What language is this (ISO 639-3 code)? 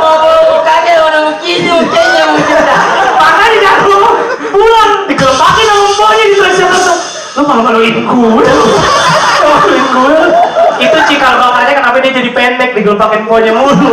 bew